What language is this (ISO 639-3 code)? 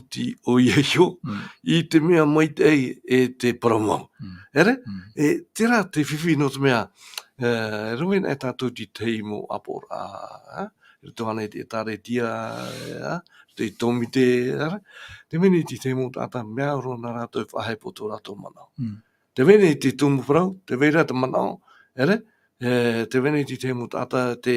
tah